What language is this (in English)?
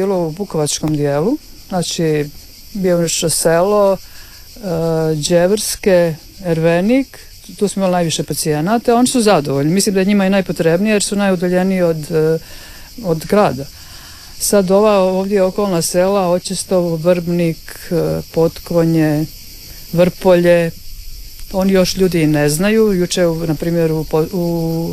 Croatian